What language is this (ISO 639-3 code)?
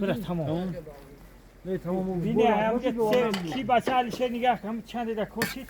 tgk